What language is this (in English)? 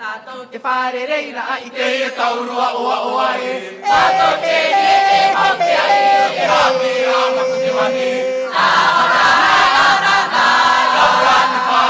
Tahitian